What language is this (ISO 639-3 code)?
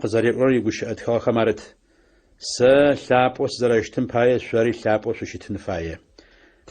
ady